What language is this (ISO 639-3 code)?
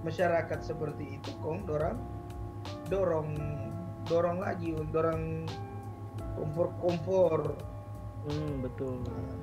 xmm